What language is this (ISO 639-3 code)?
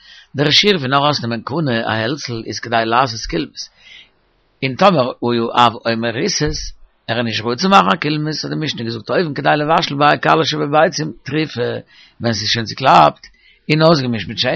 yid